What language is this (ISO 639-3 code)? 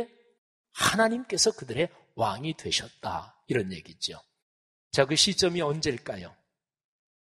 kor